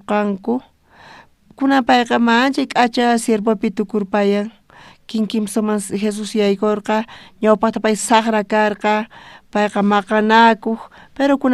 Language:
South Bolivian Quechua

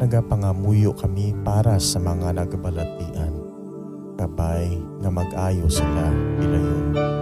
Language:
Hiligaynon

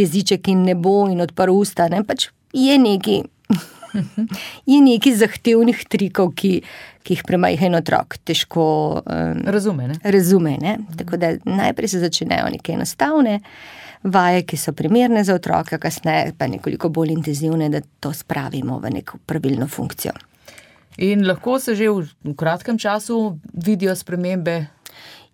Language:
Slovenian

